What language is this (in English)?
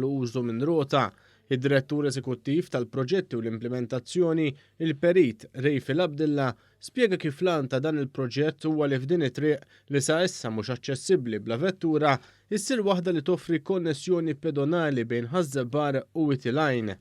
Maltese